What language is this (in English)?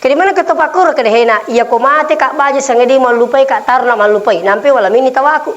Buginese